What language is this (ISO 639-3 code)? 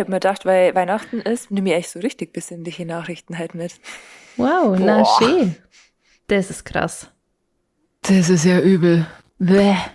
bar